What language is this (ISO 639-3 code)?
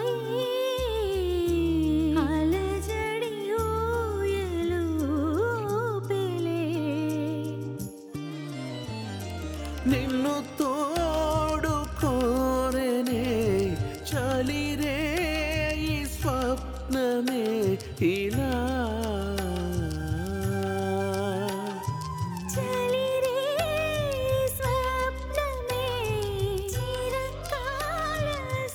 tel